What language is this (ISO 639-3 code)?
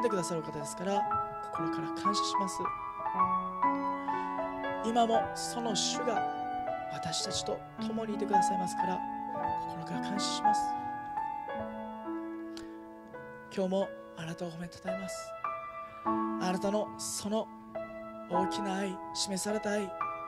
jpn